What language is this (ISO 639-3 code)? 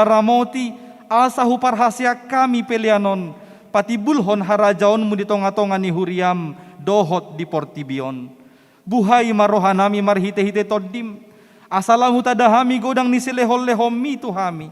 bbc